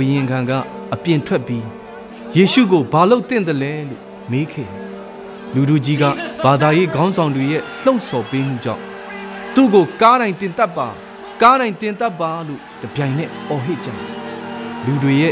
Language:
Burmese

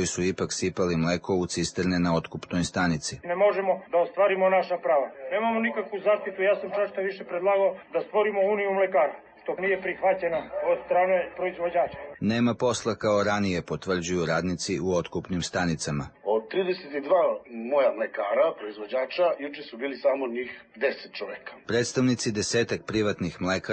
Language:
Serbian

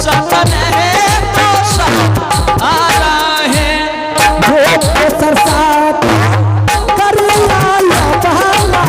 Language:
Angika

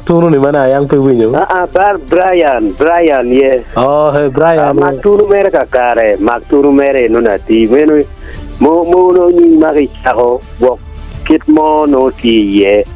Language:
Acoli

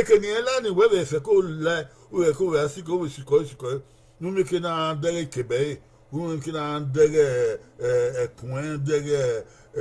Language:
Bini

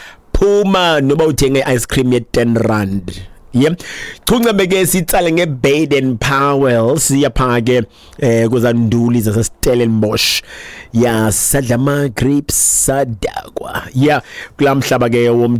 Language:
Xhosa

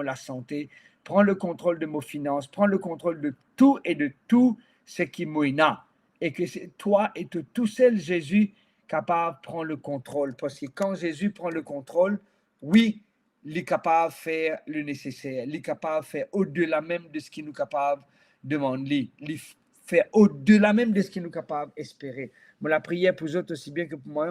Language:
Morisyen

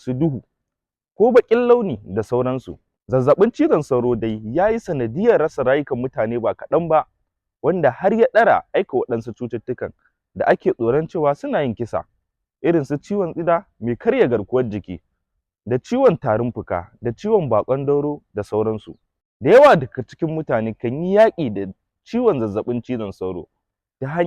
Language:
Hausa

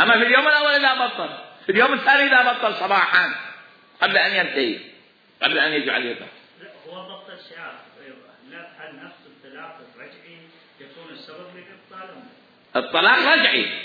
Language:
Mesopotamian Arabic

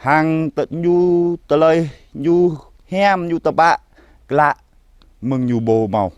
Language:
Jarai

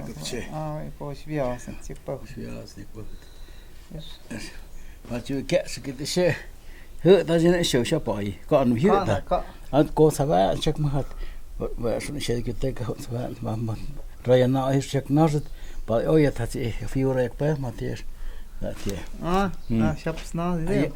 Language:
Totontepec Mixe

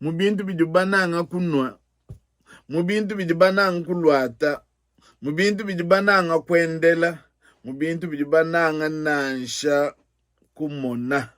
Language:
Luba-Lulua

